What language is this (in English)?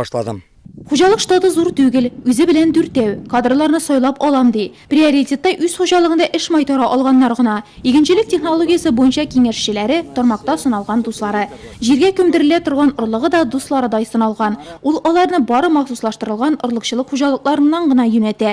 Tatar